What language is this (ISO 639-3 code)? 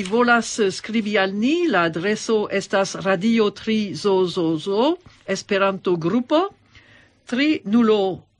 epo